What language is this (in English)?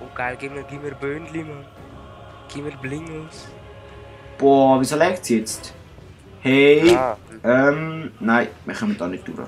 Swiss German